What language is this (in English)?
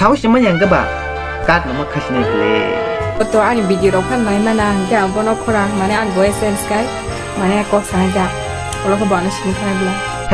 Kok Borok